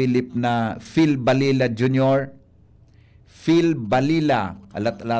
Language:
Bikol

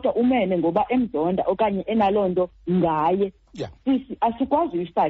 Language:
Xhosa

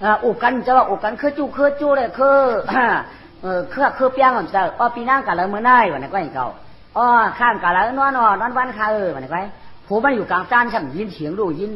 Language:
Shan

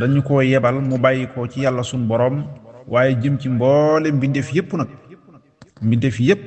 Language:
Wolof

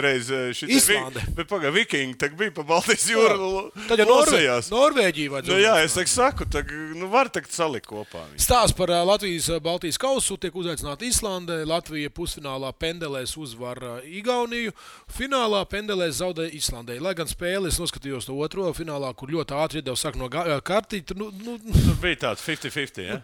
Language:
Latvian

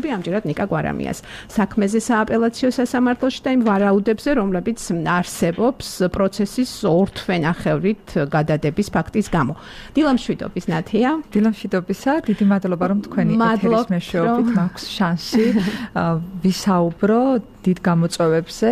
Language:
Georgian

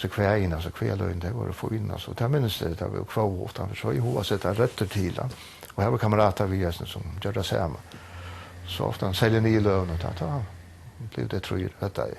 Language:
Faroese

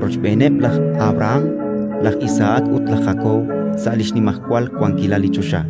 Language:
Kekchí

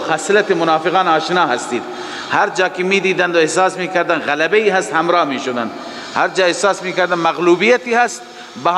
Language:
Persian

